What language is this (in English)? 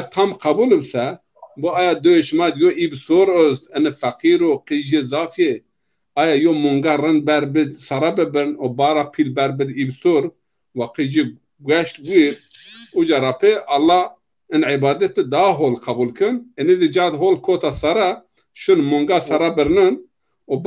Zaza